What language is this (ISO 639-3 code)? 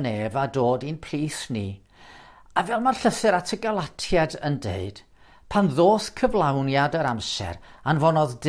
cym